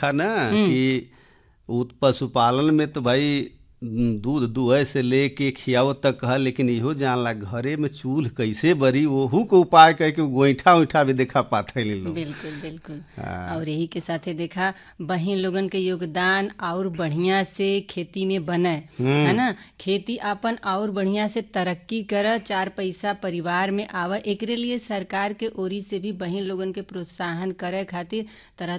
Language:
Bhojpuri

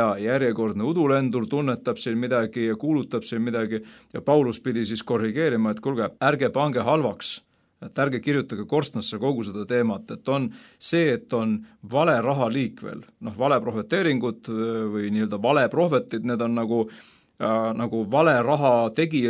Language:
Estonian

